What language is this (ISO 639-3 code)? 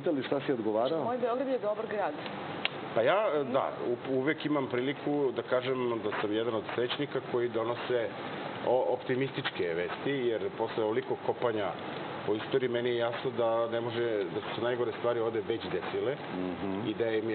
srp